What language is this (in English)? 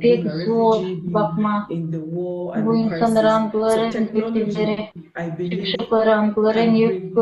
Gagauz